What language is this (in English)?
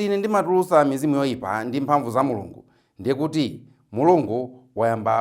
Nyanja